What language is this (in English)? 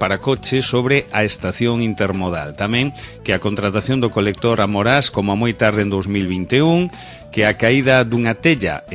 Galician